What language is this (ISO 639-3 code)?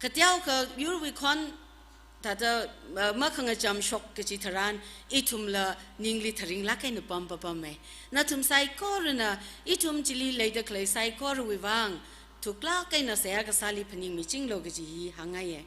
nmf